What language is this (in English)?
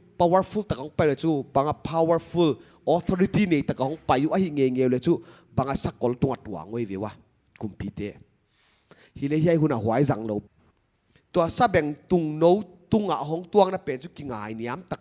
Paite Chin